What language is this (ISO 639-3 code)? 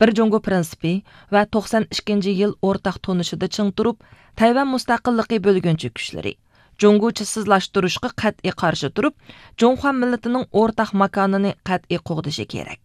uig